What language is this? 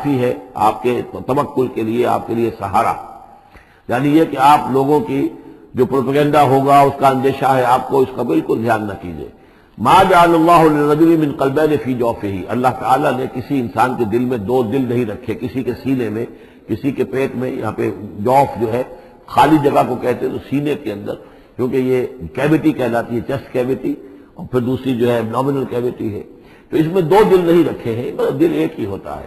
Urdu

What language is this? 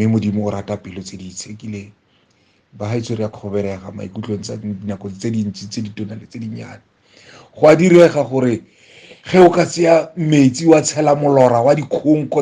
Tswana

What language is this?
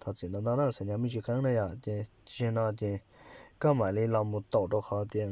Hmong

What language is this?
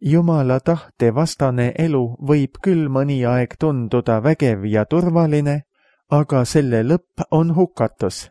Estonian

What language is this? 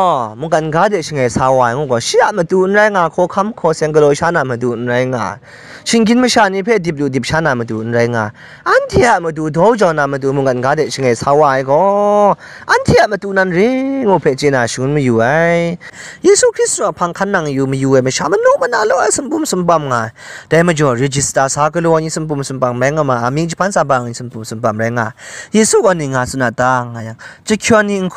Kachin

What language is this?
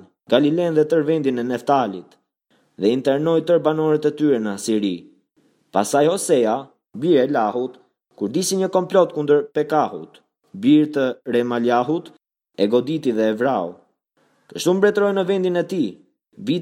Albanian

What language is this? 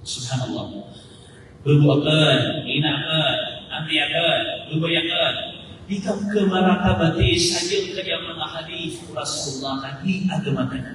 Maranao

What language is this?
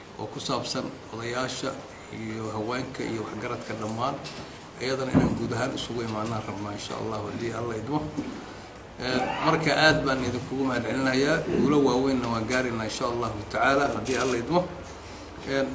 Somali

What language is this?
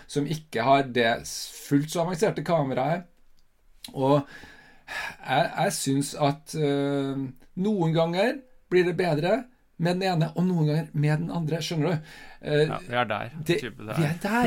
Norwegian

